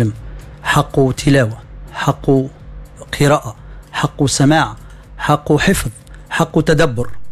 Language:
Tunisian Arabic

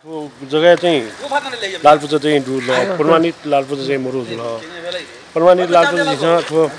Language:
Newari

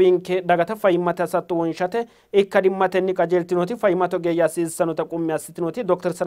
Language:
Sidamo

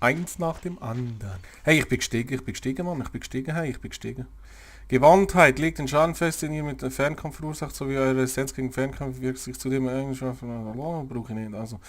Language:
Swiss German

